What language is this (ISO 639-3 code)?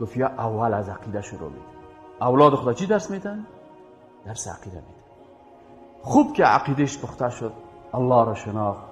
fas